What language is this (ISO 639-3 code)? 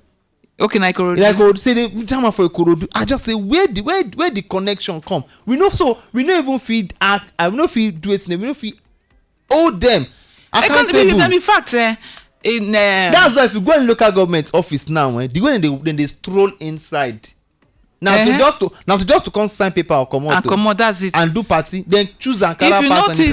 pcm